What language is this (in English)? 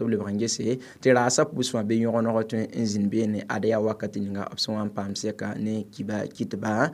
Mossi